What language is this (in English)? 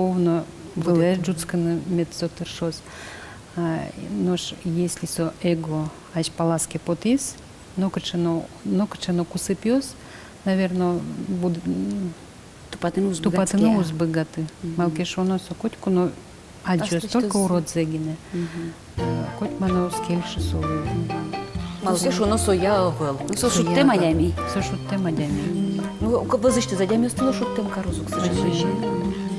Udmurt